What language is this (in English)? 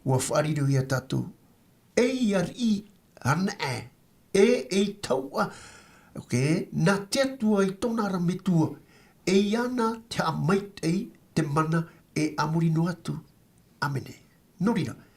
Tahitian